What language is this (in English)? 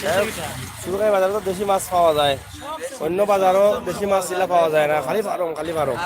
Sylheti